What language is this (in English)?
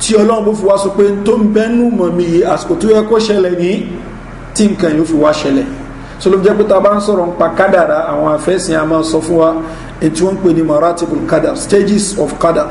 Yoruba